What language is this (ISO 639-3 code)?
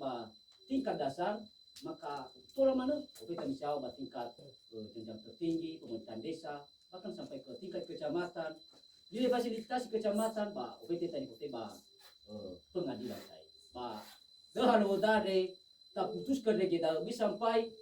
nia